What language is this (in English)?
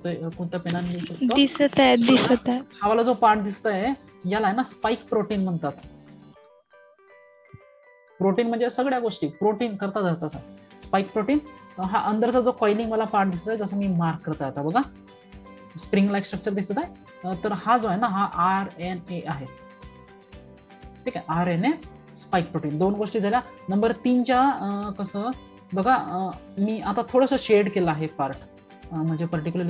Marathi